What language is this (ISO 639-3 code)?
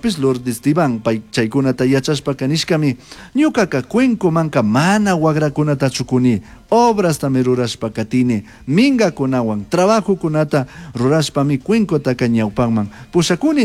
qug